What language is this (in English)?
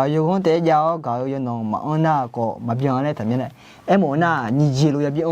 Akha